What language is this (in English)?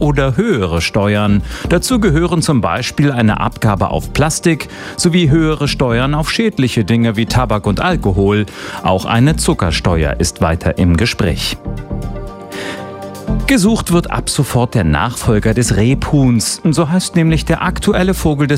German